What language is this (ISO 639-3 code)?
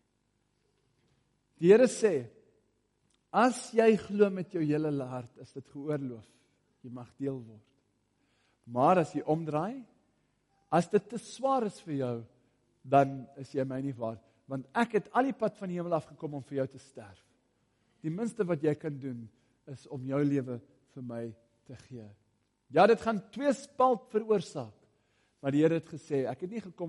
afr